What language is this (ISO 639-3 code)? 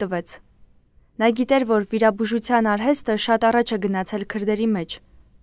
hye